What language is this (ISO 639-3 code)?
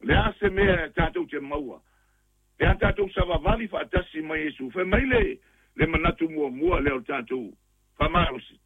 smo